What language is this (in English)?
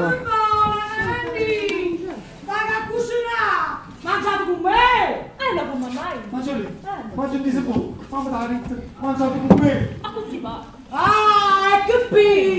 Neapolitan